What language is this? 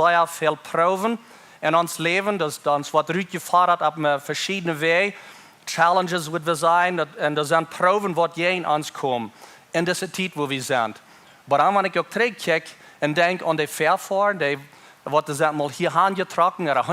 Plautdietsch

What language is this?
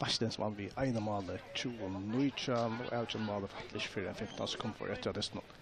Faroese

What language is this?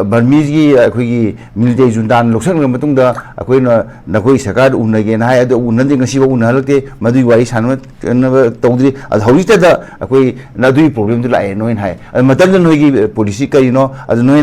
Manipuri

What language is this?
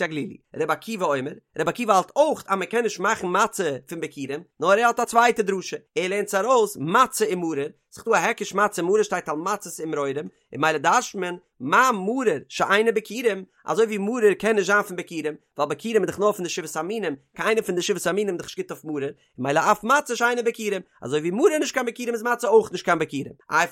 Yiddish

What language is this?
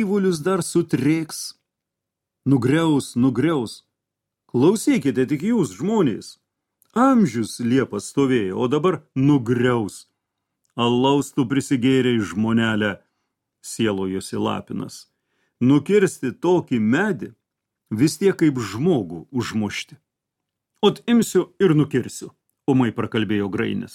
Lithuanian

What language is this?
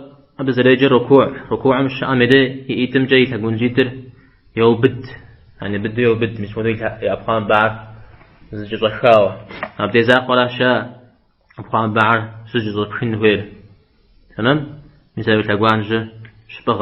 Kabardian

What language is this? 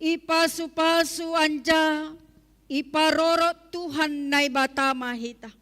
Batak Simalungun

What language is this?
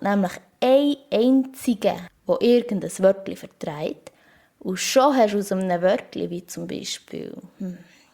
Swiss German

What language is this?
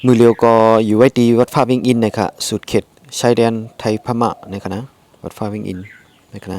Shan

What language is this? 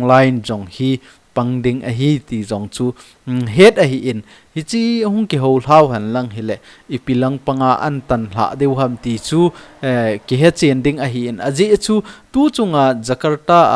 Thado Chin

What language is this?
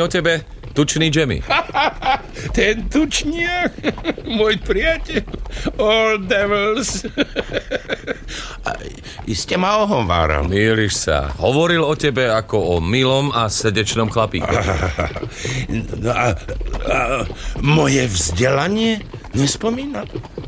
Slovak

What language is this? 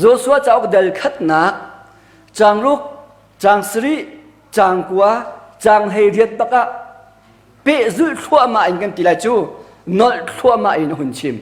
Hakha Chin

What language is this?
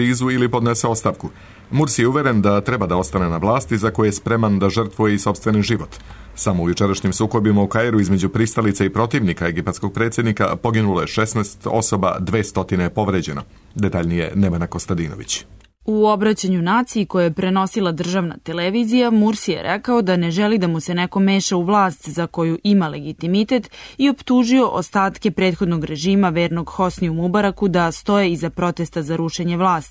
Serbian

